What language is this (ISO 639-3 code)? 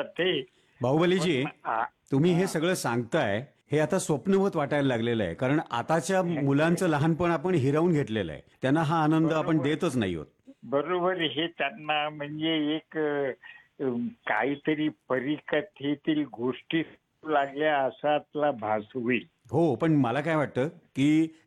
mar